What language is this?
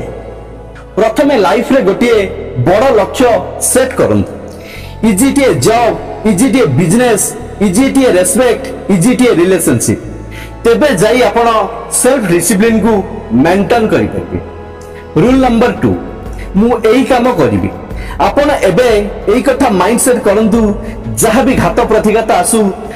Odia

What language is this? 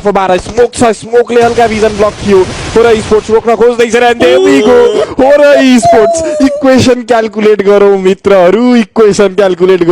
Nepali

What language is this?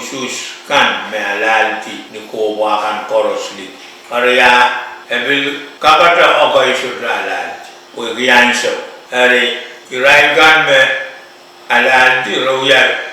Pohnpeian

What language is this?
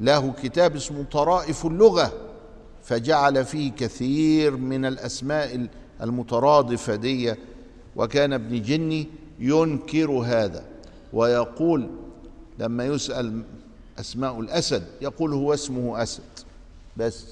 Egyptian Arabic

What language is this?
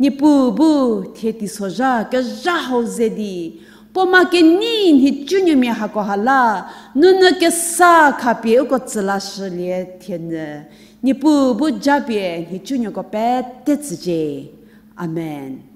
Angami Naga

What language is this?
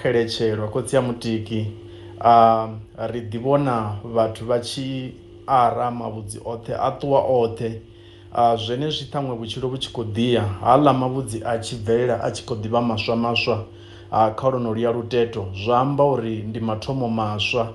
Venda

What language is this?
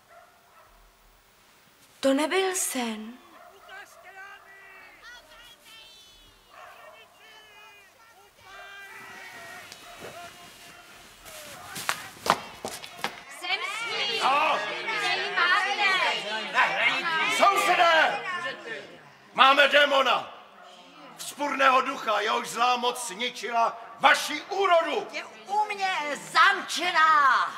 Czech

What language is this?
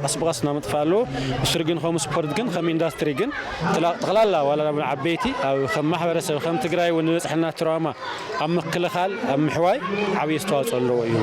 Tigrinya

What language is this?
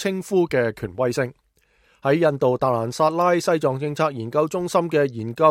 Cantonese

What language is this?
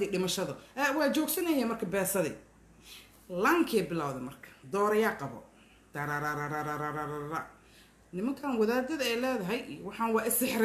Somali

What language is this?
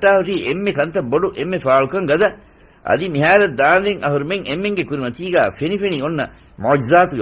Divehi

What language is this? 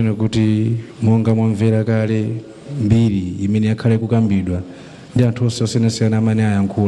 Nyanja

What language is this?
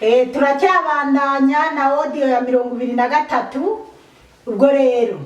Rundi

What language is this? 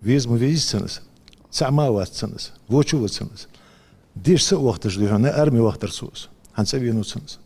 Ingush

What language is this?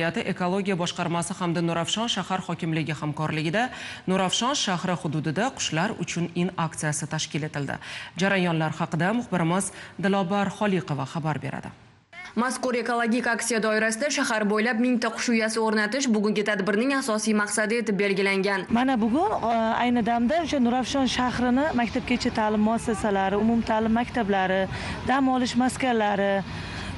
Uzbek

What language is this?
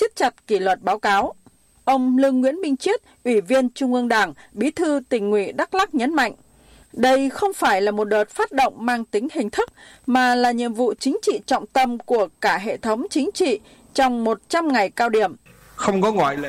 Vietnamese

